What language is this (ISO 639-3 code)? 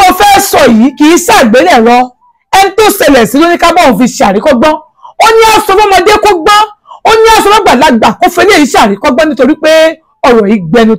yor